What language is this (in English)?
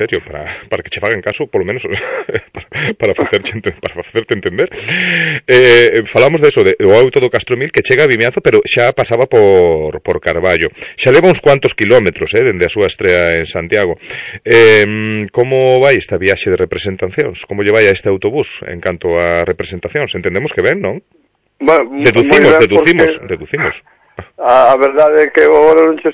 Galician